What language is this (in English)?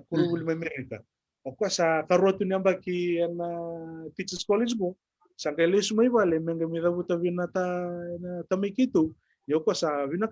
Fijian